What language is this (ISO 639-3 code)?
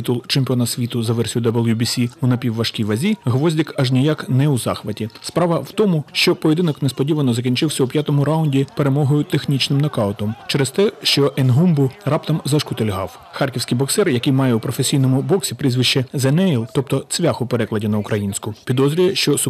ukr